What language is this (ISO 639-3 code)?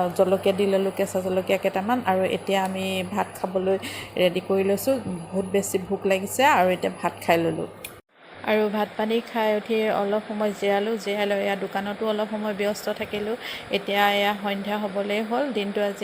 asm